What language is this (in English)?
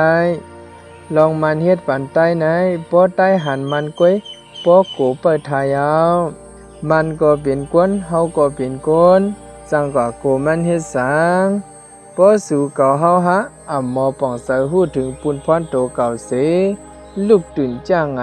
Shan